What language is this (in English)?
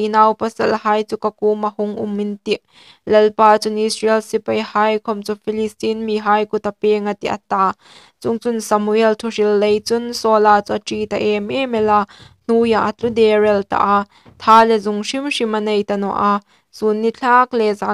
Hmar